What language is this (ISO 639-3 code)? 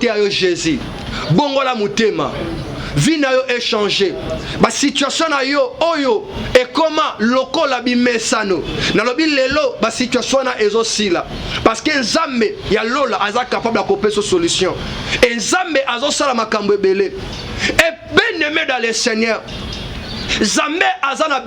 lin